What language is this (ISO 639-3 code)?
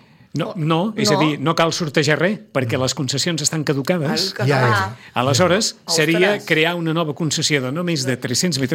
cat